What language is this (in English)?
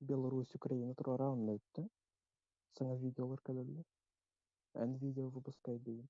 Yakut